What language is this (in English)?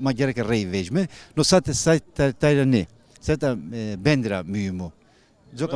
Zaza